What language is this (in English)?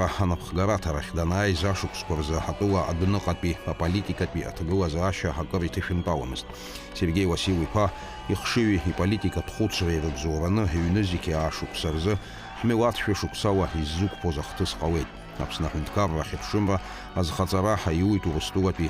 Abkhazian